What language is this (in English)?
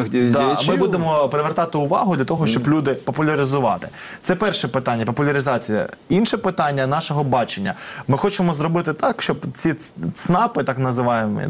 Ukrainian